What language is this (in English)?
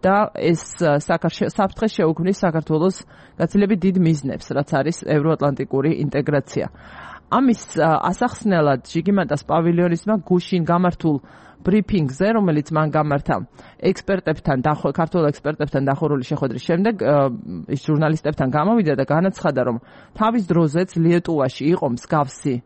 Georgian